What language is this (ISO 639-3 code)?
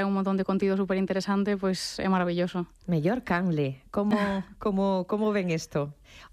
glg